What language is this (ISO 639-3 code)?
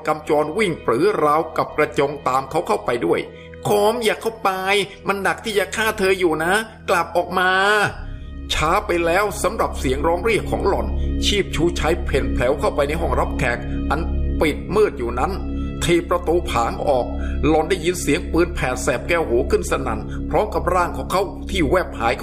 tha